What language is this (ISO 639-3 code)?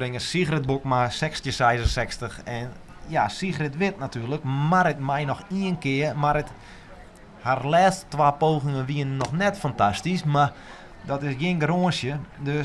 fry